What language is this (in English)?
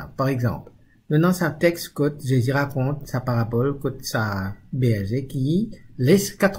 Morisyen